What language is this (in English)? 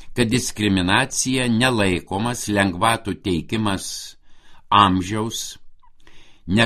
Lithuanian